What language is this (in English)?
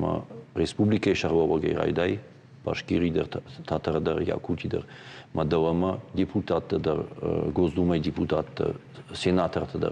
Ossetic